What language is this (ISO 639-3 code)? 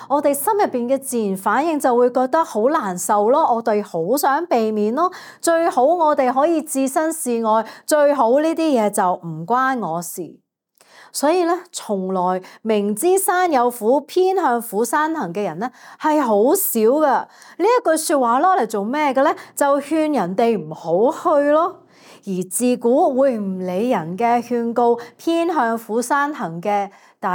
yue